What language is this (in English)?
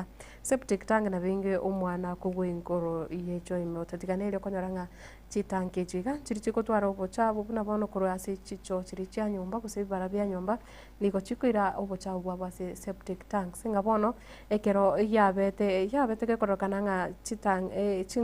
Gusii